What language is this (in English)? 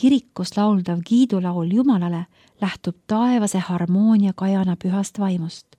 Estonian